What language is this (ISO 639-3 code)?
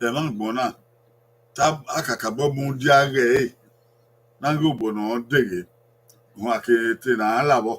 bin